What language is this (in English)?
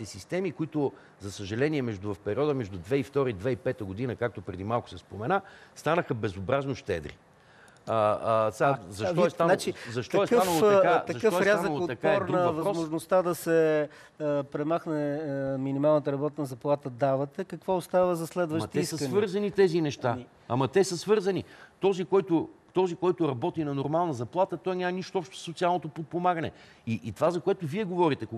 Bulgarian